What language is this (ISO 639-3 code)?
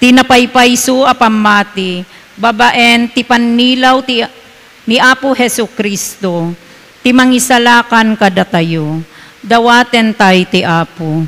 ilo